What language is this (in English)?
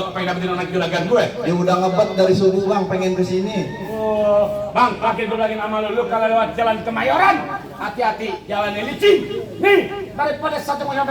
Betawi